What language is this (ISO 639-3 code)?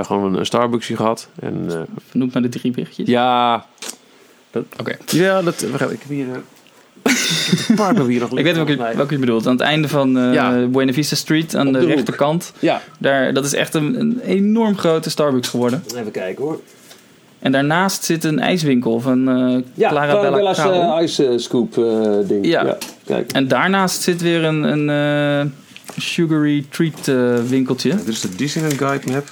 nld